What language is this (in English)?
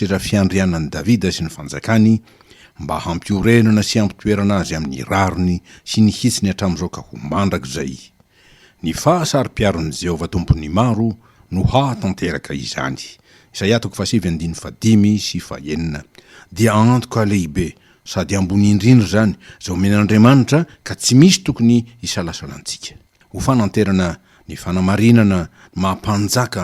Malagasy